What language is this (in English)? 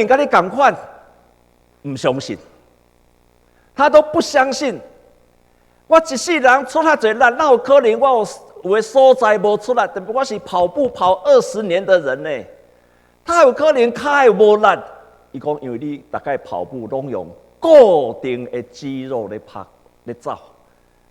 Min Nan Chinese